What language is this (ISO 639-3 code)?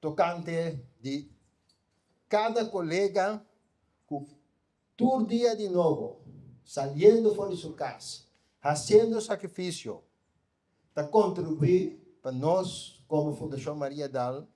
pap